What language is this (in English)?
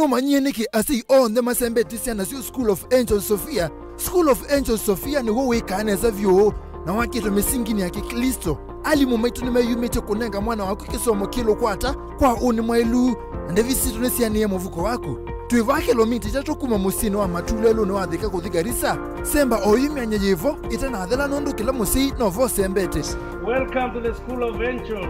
Kamba